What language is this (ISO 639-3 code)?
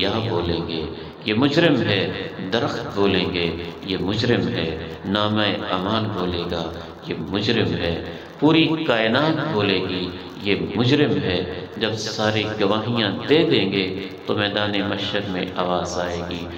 urd